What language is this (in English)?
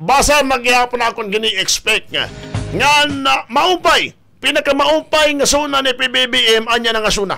Waray